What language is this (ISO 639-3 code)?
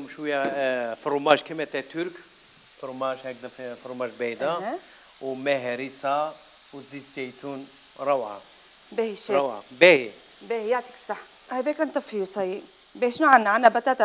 arq